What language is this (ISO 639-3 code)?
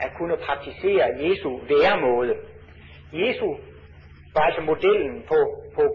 dan